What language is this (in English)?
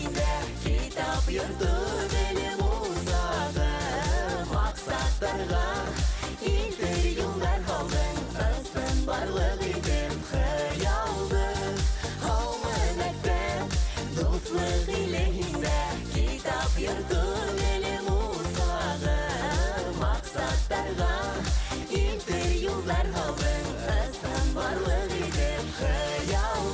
Bashkir